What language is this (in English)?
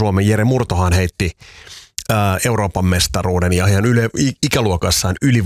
Finnish